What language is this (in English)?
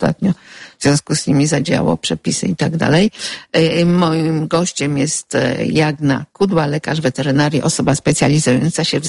Polish